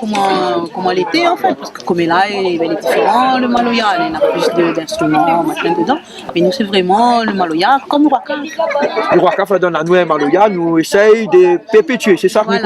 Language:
Réunion Creole French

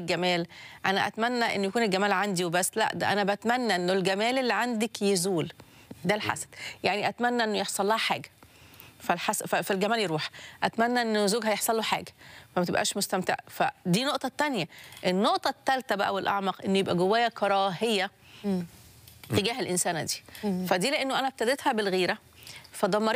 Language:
Egyptian Arabic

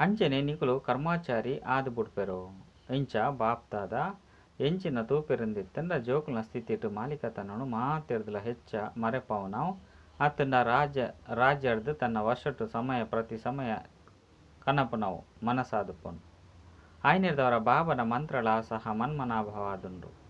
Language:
Tulu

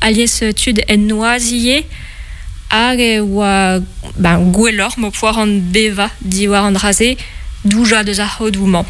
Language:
Breton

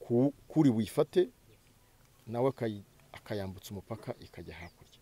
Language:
Kinyarwanda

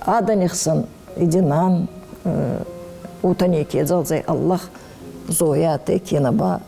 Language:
Ossetic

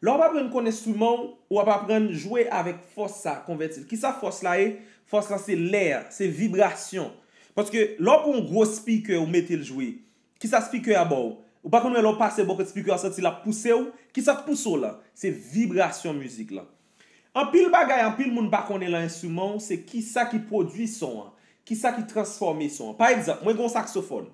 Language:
Haitian Creole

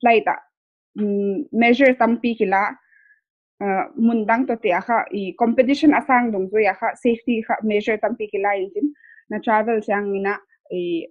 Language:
Paite Chin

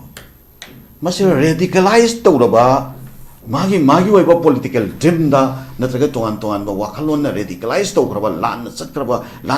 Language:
Manipuri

